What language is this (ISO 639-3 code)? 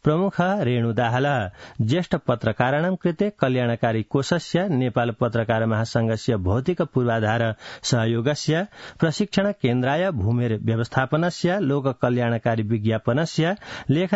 san